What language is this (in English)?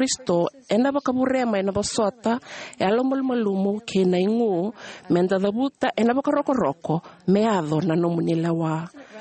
Fijian